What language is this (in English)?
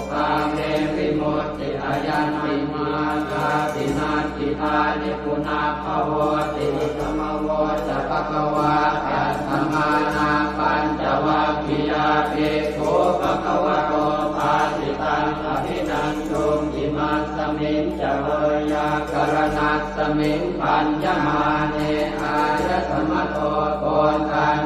Pali